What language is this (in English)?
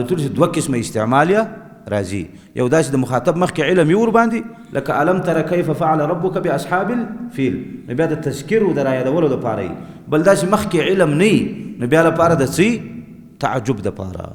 Pashto